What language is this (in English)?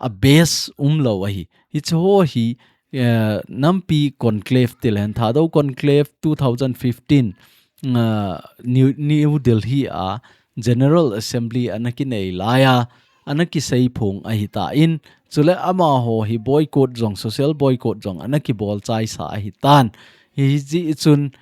Thado Chin